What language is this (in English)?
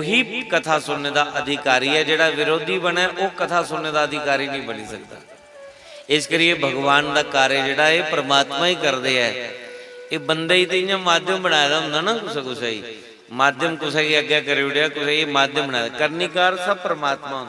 Dogri